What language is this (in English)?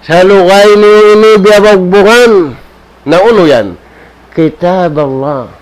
Tausug